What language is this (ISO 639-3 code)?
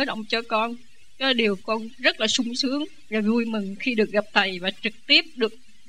vie